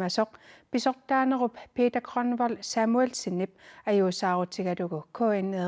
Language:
Kalaallisut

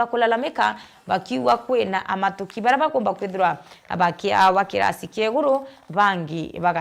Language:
Meru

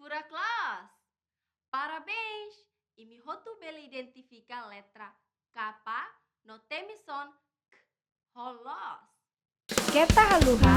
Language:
Tetum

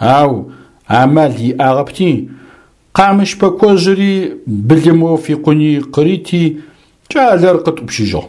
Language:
Adyghe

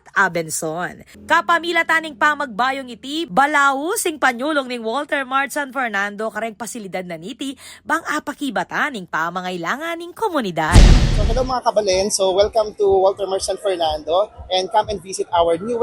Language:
Pampanga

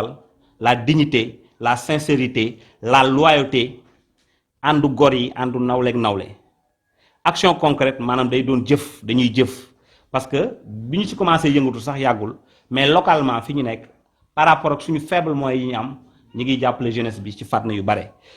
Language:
Wolof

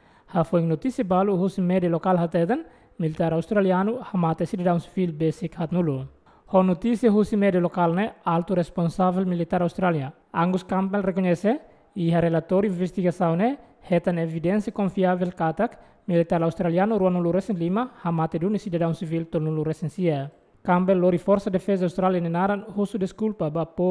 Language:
Tetum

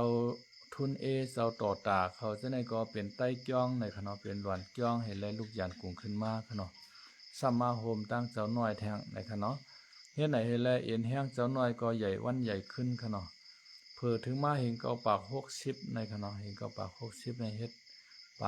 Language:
Shan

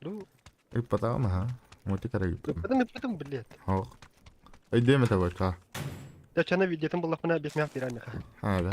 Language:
Yakut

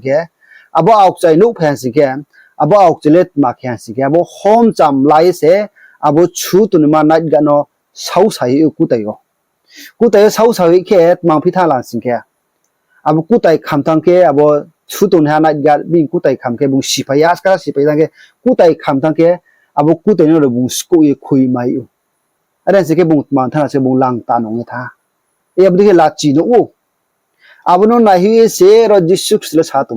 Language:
Riang (India)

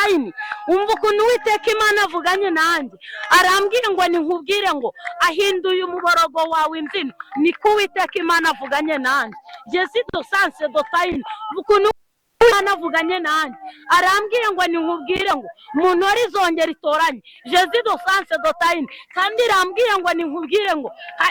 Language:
Kinyarwanda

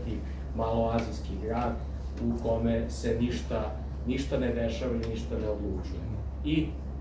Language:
Serbian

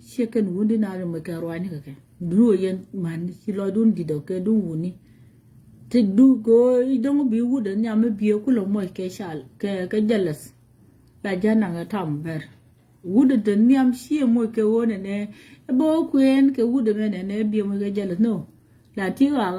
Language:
Nuer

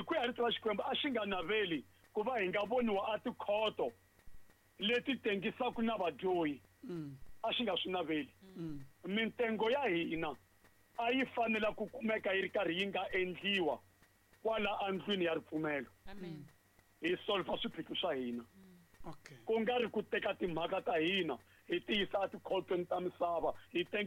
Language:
Tsonga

